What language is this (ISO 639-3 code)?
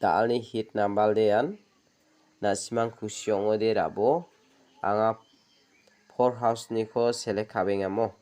grt